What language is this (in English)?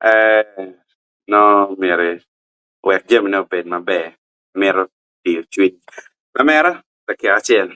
Acoli